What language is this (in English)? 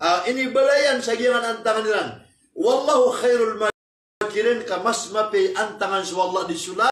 Maranao